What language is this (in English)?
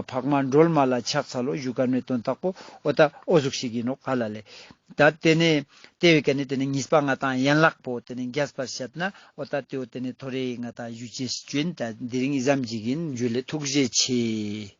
Ladakhi